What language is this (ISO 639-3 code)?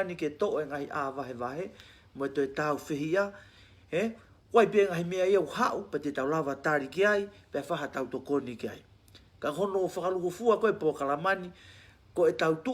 ton